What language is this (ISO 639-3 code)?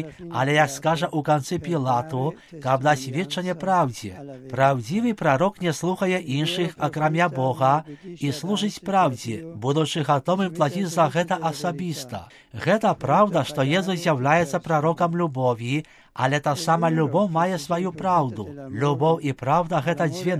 bel